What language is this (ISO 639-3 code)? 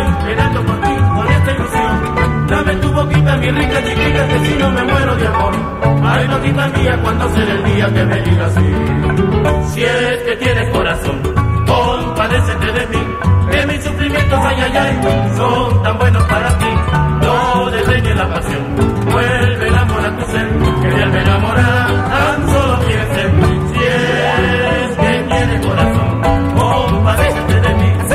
spa